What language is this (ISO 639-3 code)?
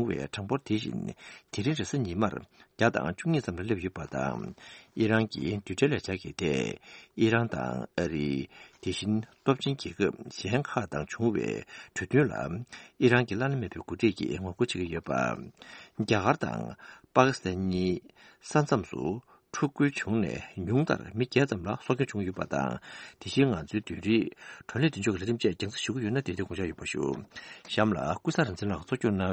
bod